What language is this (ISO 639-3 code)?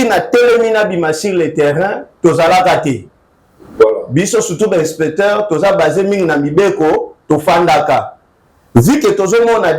lin